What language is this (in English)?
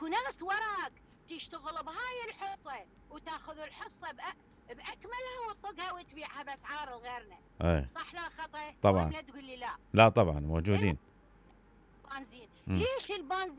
Mesopotamian Arabic